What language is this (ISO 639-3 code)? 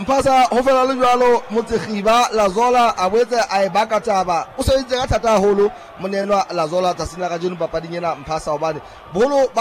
sot